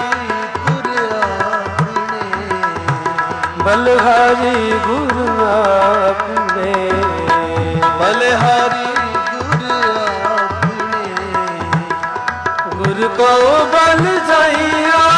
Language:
Punjabi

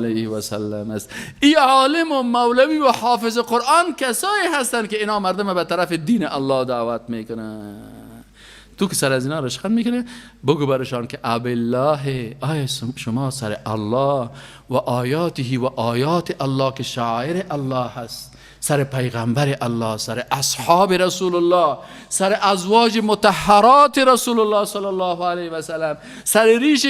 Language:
Persian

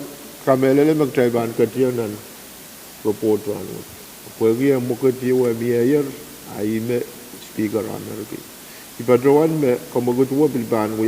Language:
Pohnpeian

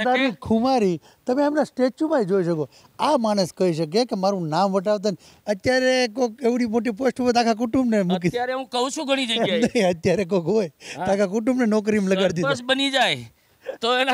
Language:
Gujarati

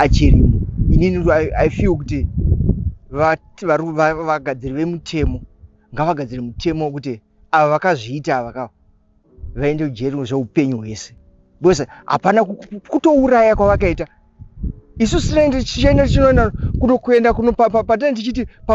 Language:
Shona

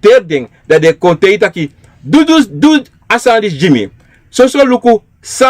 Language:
Sranan Tongo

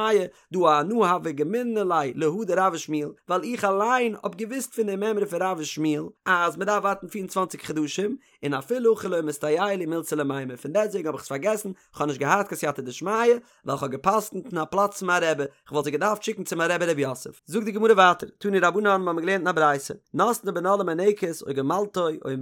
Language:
Yiddish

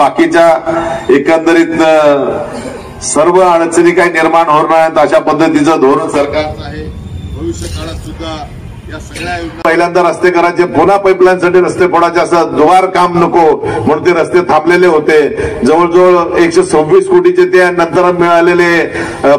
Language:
Marathi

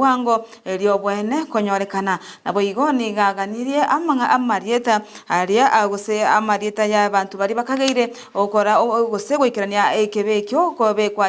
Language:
Gusii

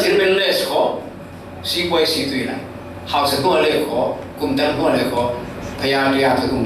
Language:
Falam Chin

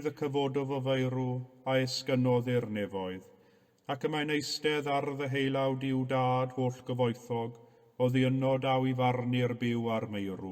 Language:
Welsh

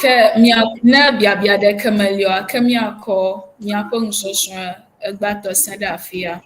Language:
Ewe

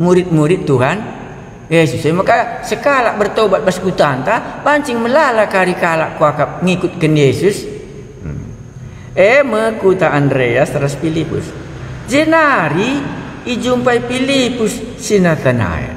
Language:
Batak Karo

